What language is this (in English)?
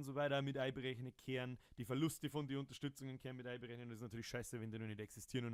Bavarian